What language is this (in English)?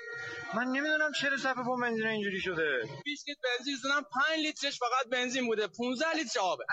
Persian